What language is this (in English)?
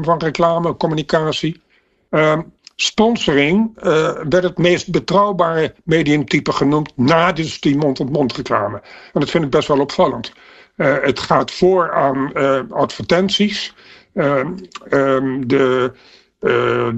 Dutch